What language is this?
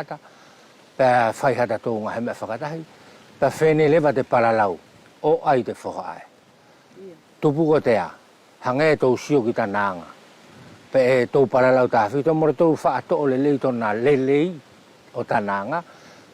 Wallisian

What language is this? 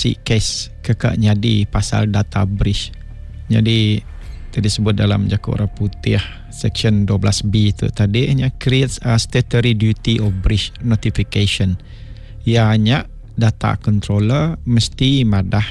Iban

